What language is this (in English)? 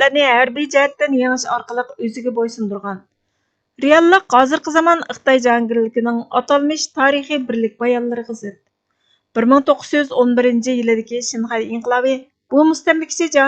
Uyghur